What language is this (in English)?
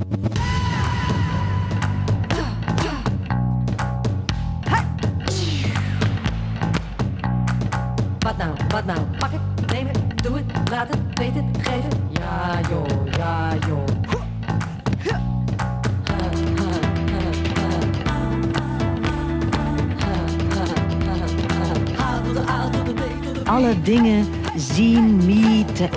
Dutch